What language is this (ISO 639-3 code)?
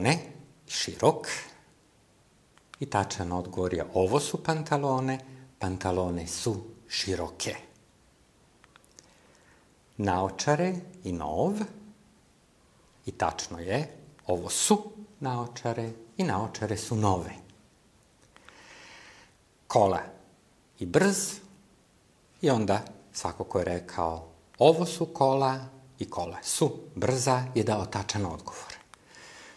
srp